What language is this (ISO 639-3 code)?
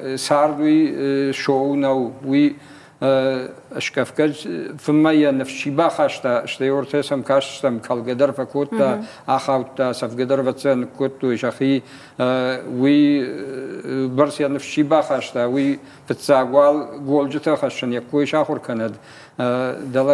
oss